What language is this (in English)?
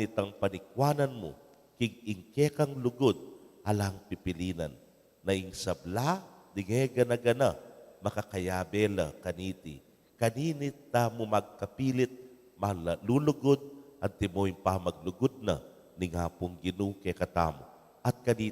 Pampanga